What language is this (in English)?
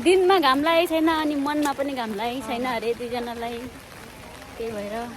Nepali